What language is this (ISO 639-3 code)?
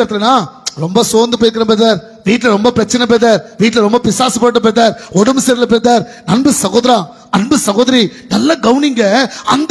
tam